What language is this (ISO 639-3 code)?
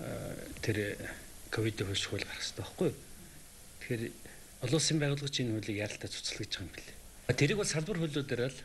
mon